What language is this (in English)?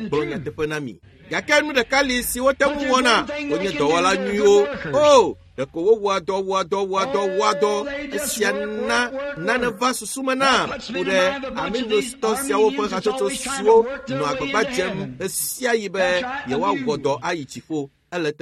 Ewe